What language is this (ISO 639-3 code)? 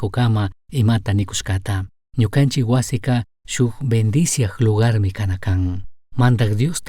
qug